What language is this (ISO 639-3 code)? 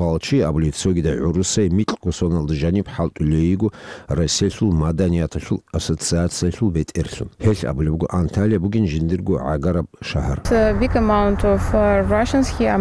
ava